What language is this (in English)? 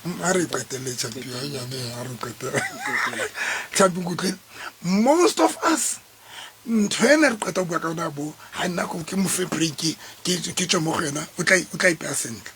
Southern Sotho